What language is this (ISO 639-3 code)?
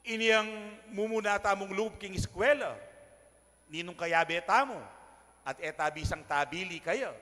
pam